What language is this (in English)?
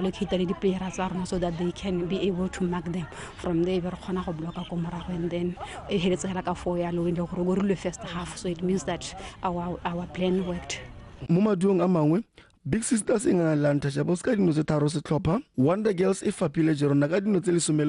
Tswana